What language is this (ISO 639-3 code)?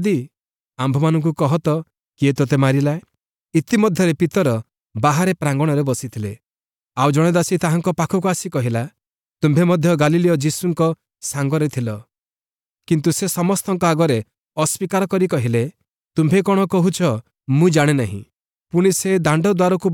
ori